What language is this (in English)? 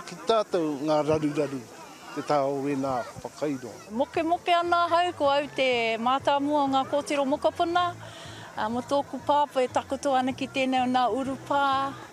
Māori